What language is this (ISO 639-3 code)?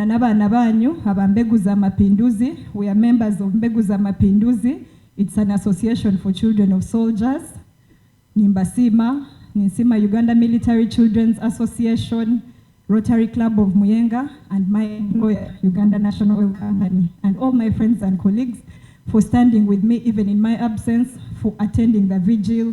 nyn